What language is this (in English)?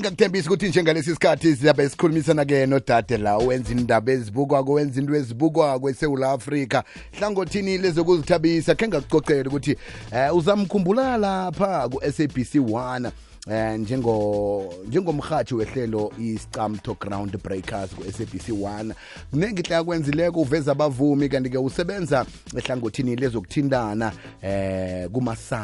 South Ndebele